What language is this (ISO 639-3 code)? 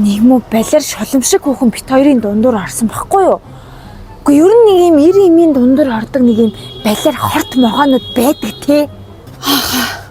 mon